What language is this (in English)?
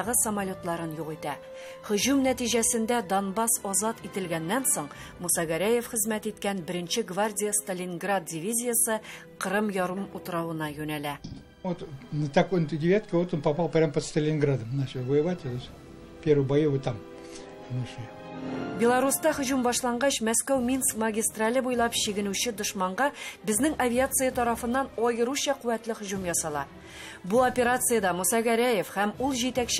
Tatar